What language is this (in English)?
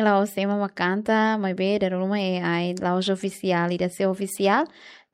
Tetum